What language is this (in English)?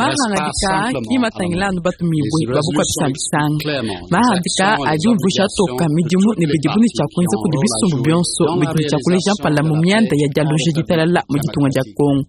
Luba-Lulua